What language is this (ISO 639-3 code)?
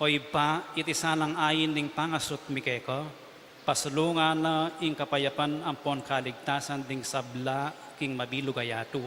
pam